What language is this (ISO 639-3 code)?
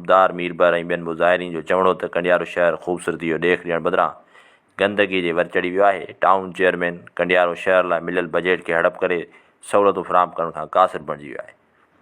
snd